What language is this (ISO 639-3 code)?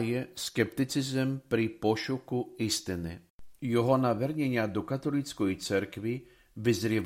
ukr